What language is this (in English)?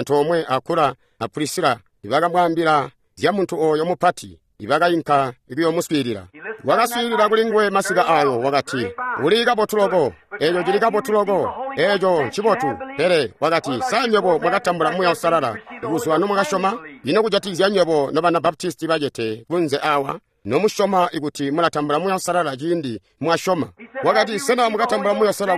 Tonga (Zambia)